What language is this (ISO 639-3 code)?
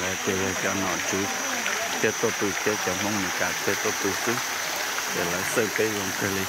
hmn